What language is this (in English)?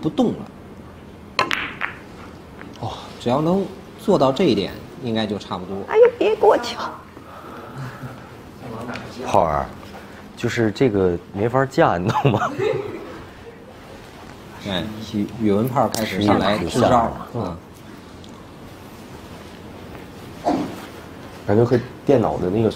Chinese